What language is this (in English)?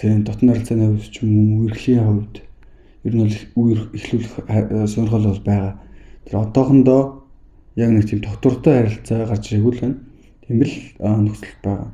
Mongolian